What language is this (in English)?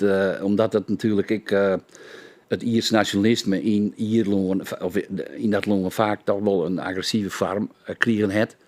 Western Frisian